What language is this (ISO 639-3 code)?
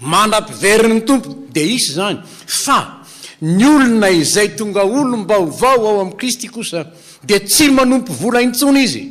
mlg